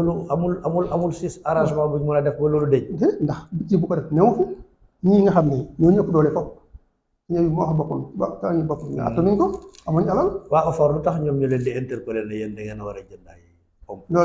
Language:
Wolof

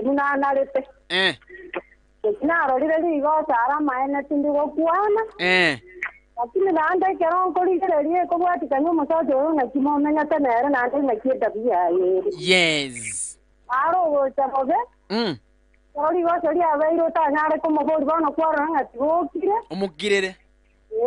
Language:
Gusii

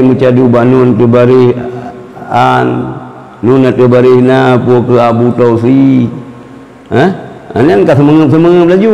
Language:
Achinese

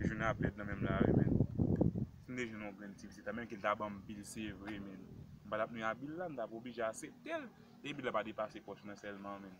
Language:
Haitian Creole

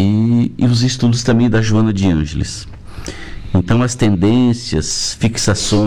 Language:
Portuguese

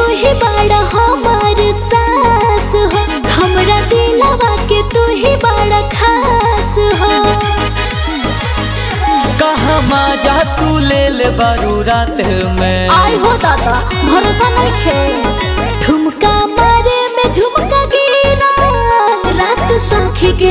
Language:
Bhojpuri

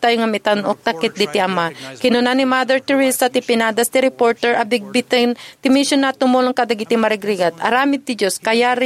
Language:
Iloko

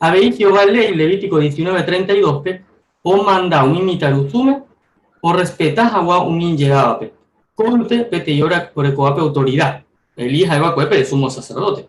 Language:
Guarani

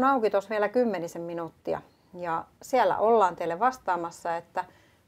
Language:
Finnish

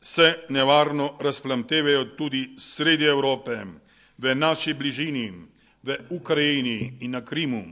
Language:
Slovenian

